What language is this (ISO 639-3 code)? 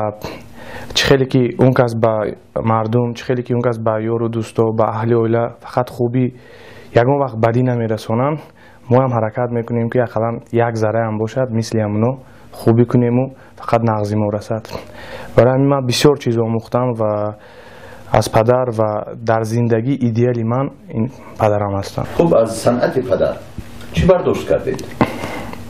fas